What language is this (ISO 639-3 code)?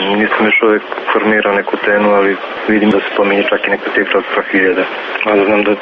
srp